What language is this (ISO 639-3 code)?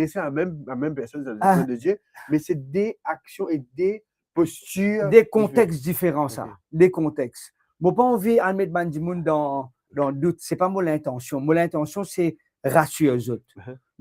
mfe